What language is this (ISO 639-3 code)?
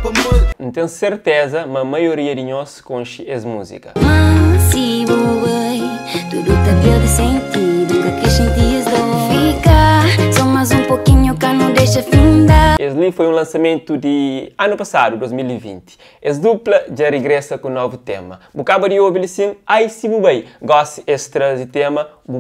kea